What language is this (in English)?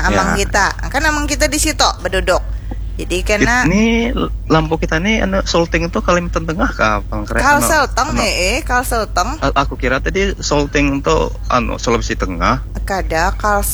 Banjar